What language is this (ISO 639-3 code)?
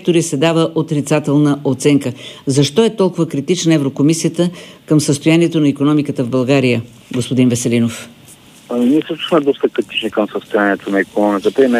bul